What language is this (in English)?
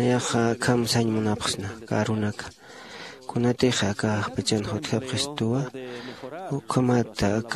Aymara